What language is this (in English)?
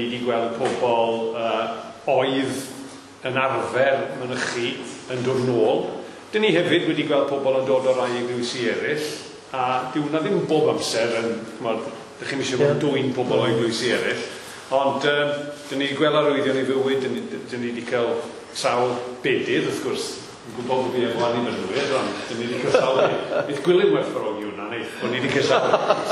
Welsh